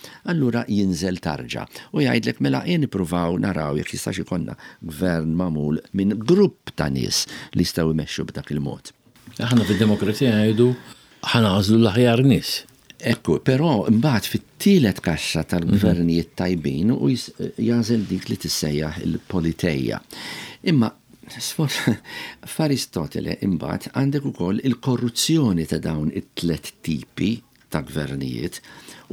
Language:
Maltese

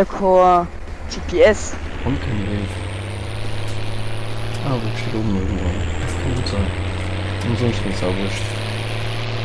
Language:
German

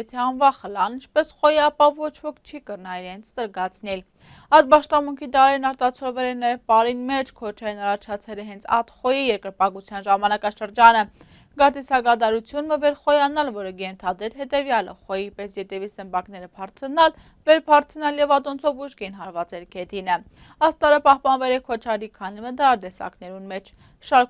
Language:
Armenian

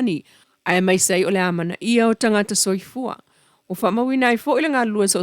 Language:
Samoan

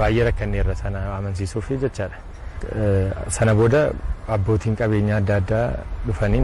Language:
Oromo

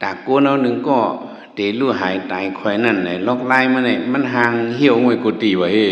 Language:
Shan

